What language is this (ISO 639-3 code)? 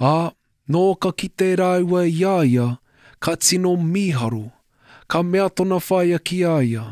mri